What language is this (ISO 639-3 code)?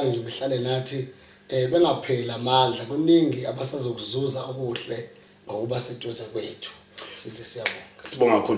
zul